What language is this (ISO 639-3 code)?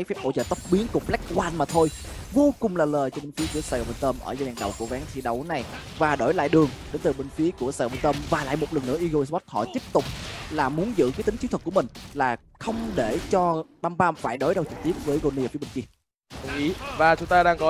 vie